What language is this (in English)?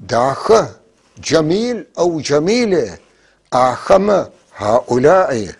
North Levantine Arabic